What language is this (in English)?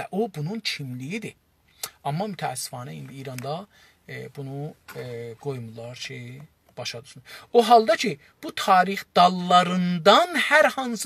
South Azerbaijani